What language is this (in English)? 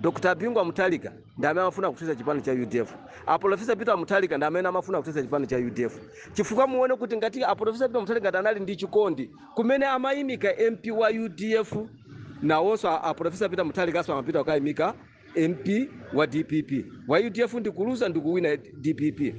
Nyanja